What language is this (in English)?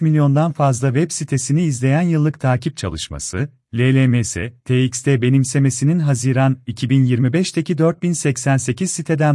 Turkish